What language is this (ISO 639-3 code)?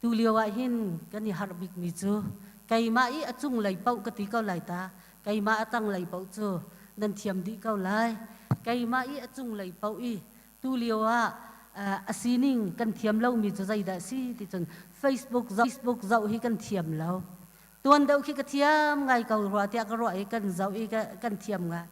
cnh